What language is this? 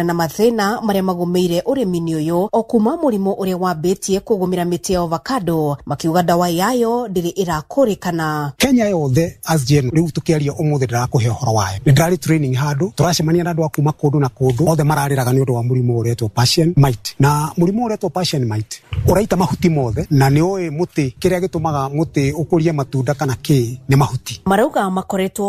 Kikuyu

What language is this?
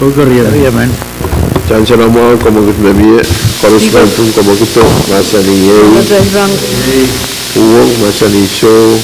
Pohnpeian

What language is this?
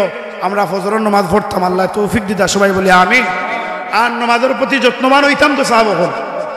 Sylheti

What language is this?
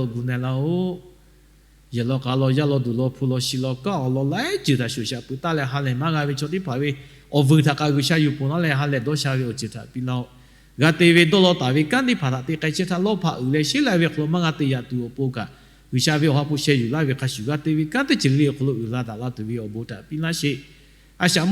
Lahu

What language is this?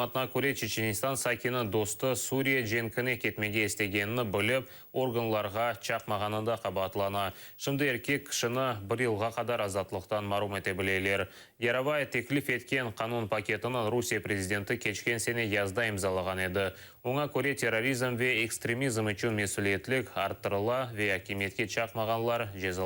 Crimean Tatar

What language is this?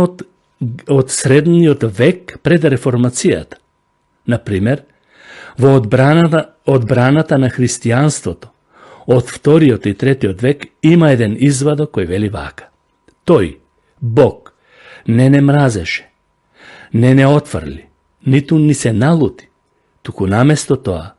Macedonian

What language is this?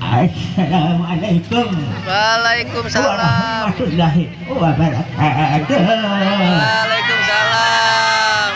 Banjar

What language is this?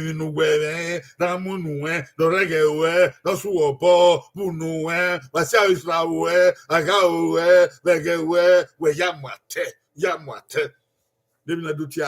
Bini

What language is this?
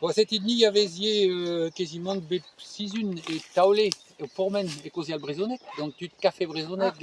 Breton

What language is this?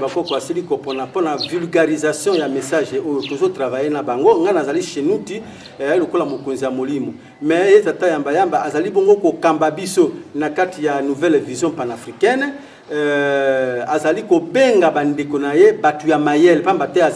Lingala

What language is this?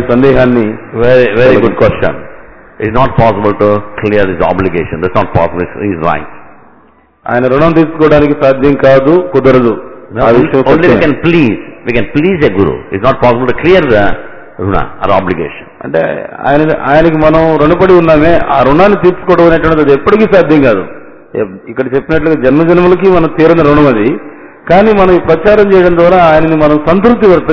Telugu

